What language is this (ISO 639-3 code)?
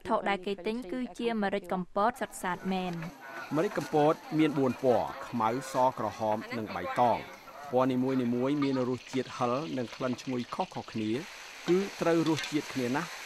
khm